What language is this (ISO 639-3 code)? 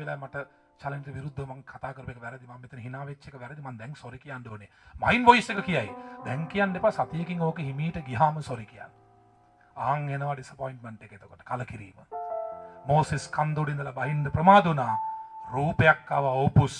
sin